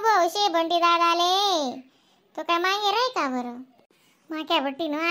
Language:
Khandesi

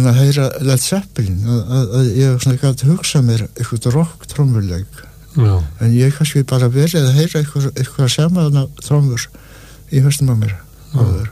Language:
Icelandic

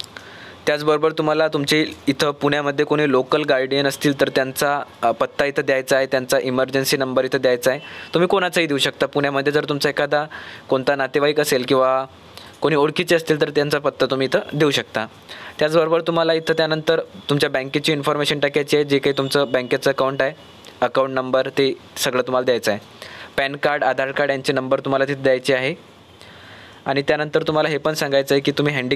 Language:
Marathi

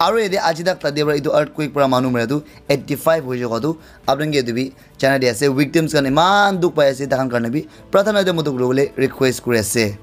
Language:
Naga Pidgin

